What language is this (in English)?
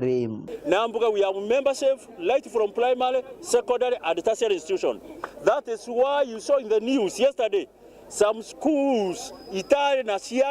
Meru